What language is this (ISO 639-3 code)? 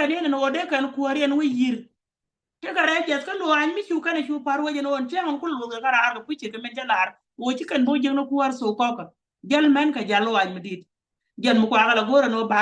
nus